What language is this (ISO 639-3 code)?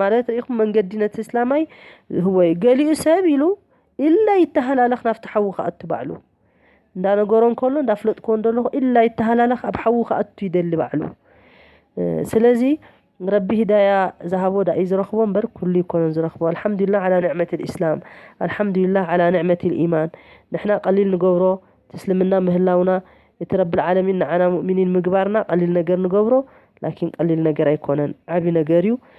tir